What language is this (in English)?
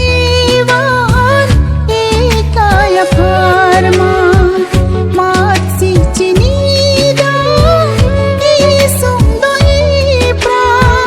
Karbi